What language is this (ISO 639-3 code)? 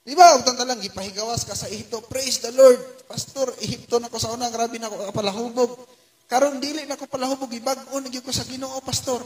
ceb